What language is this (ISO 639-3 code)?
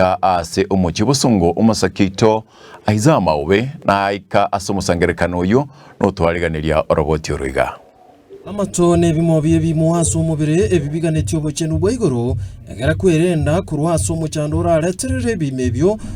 guz